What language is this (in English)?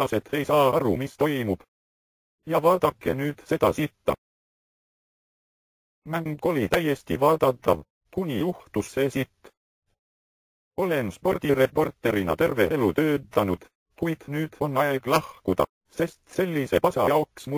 Estonian